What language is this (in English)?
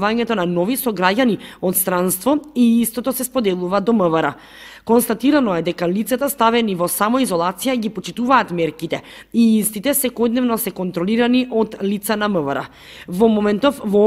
Macedonian